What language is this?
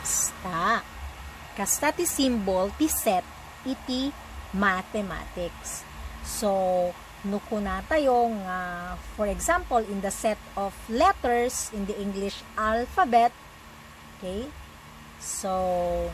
Iloko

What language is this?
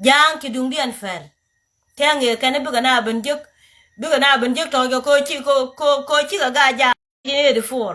Nuer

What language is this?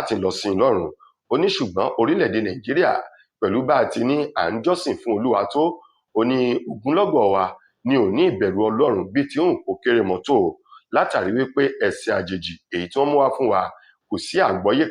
Yoruba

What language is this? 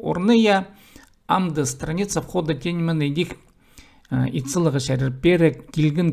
Khakas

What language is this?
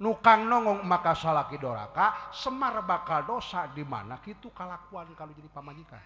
Sundanese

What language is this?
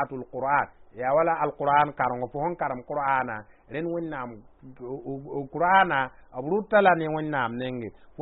Mossi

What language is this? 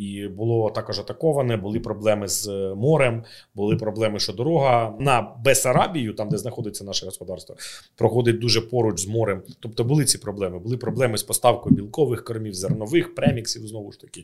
Ukrainian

